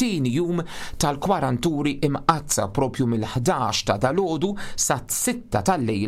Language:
Maltese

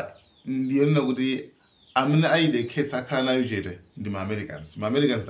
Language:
Nyanja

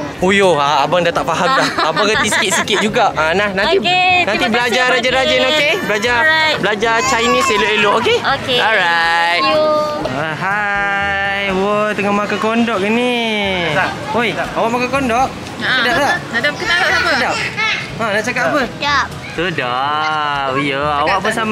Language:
Malay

